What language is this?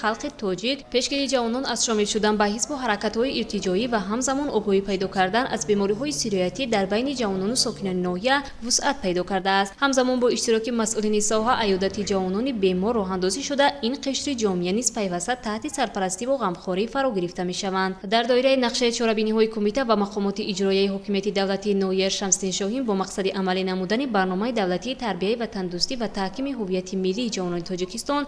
Tajik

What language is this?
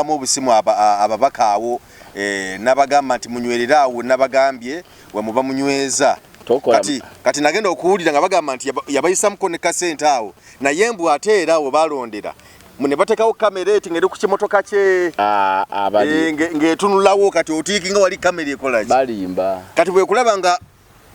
Ganda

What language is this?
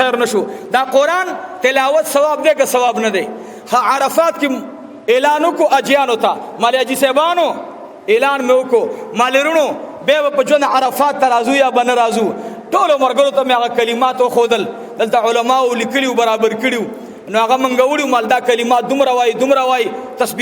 Pashto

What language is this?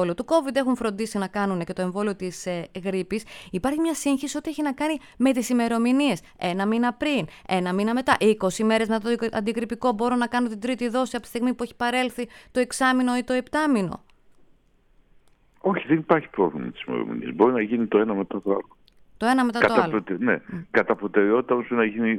Greek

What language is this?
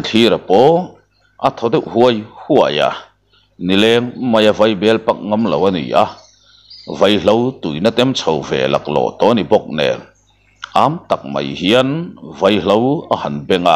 Mizo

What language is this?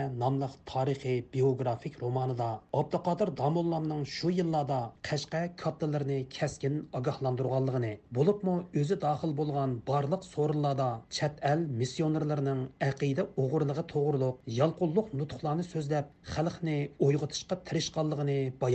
Uyghur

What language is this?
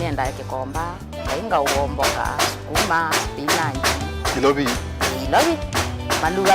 Kamba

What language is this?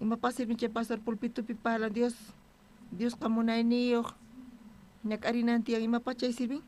South Bolivian Quechua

